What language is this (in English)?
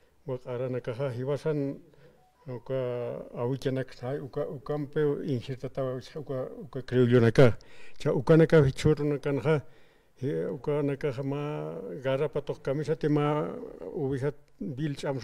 Aymara